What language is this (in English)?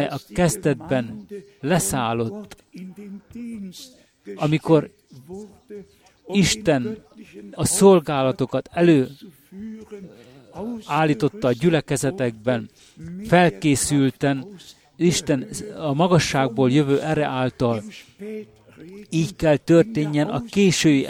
Hungarian